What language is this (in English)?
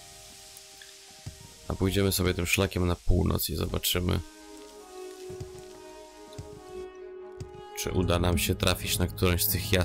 Polish